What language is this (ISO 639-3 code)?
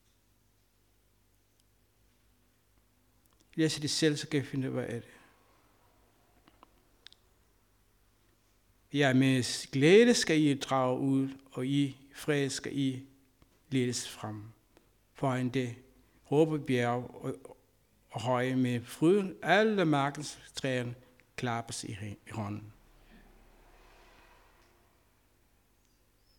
dan